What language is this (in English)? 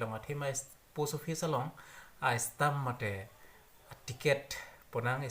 Karbi